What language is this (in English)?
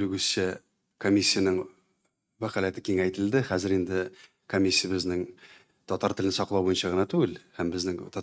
Tatar